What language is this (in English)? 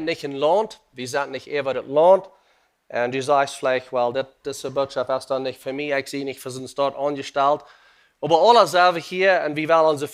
Plautdietsch